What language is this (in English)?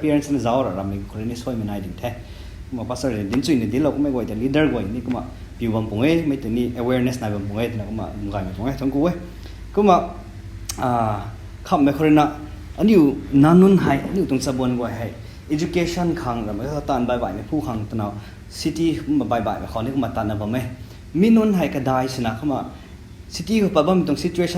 Rongmei Naga